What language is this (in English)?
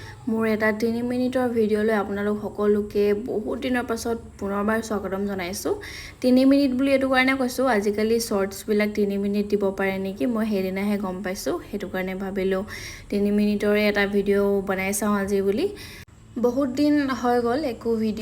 Assamese